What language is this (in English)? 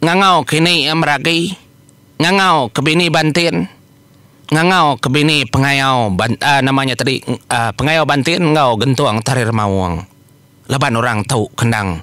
Iban